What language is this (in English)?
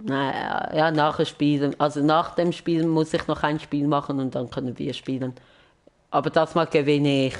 Swiss German